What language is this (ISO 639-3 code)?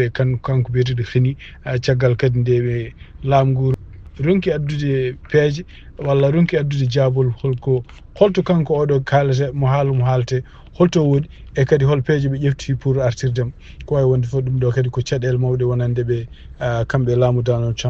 ful